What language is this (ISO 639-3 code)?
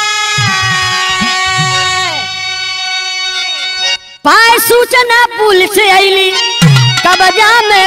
bho